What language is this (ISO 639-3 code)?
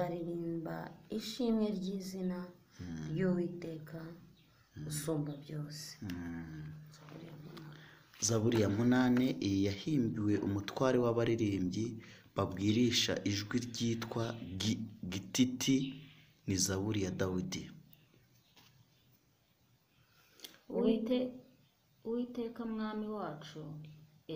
kin